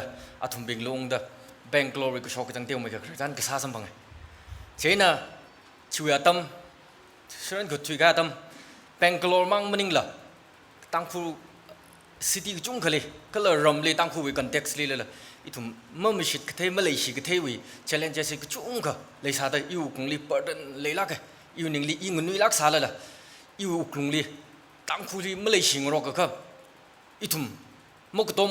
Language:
Tangkhul Naga (India)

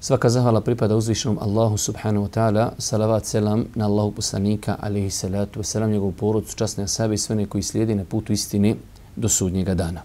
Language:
Bosnian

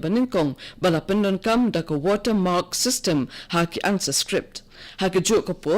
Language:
Khasi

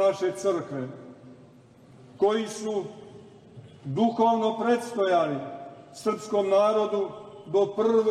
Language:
Serbian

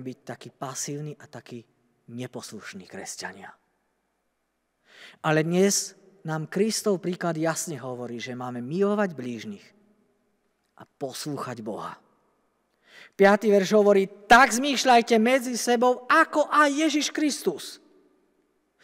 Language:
Slovak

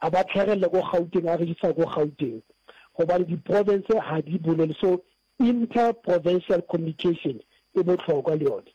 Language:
Northern Sotho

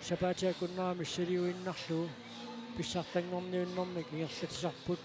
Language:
Kalaallisut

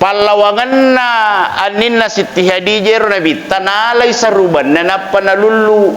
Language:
Buginese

